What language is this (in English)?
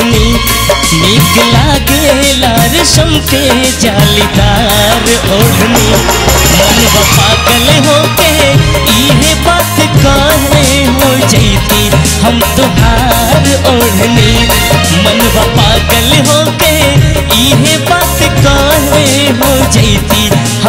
Bhojpuri